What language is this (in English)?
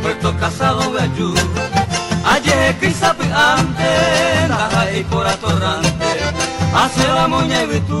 Guarani